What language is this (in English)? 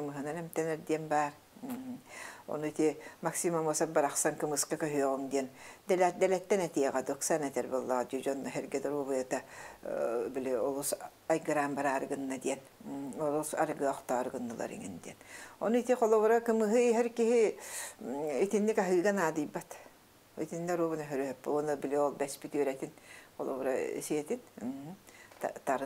Yakut